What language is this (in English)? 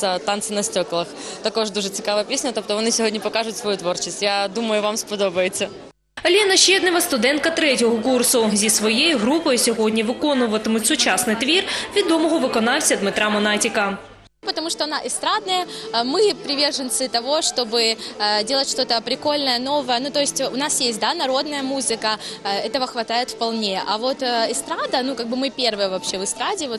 Ukrainian